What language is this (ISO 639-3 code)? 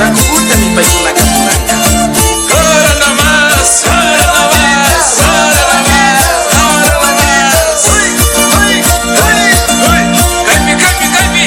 qvi